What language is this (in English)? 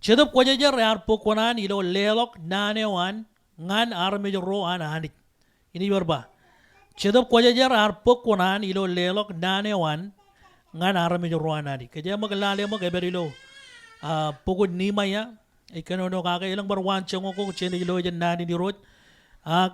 Marshallese